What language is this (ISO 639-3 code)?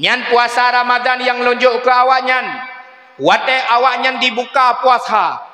ace